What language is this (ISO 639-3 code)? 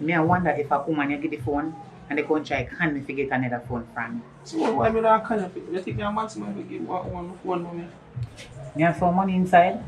jam